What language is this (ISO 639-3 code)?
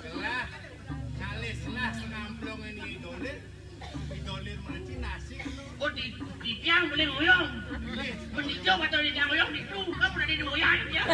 ban